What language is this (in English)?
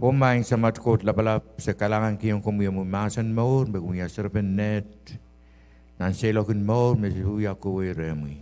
Pohnpeian